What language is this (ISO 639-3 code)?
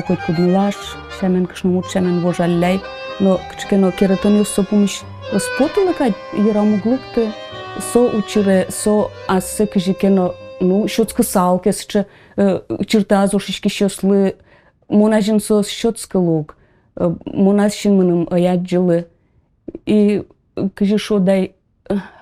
udm